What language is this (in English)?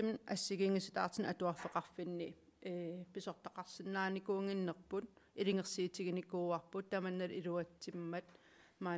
Kalaallisut